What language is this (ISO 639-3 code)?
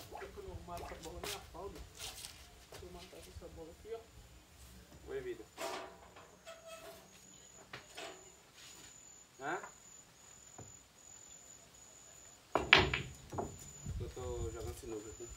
por